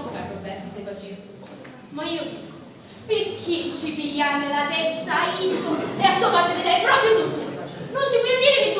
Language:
Sicilian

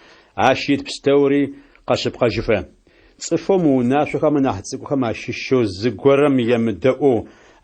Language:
Adyghe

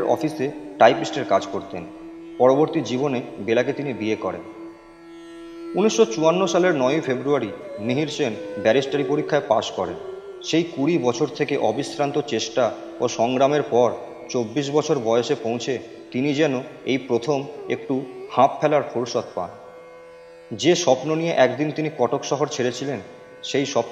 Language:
Bangla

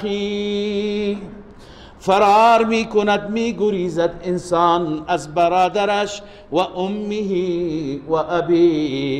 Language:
Persian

